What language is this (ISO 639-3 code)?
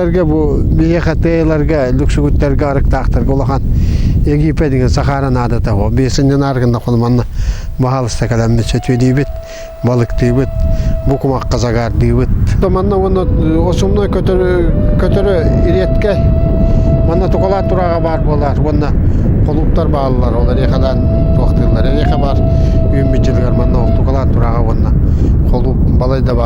sah